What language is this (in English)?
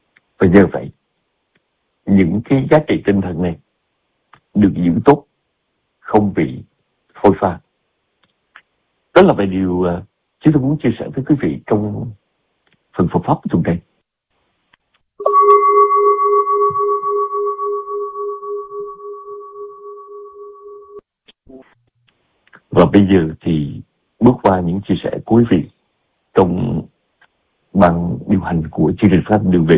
Vietnamese